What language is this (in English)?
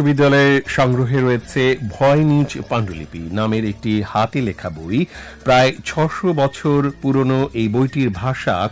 Bangla